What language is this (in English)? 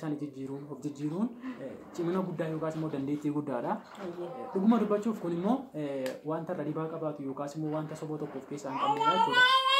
Oromo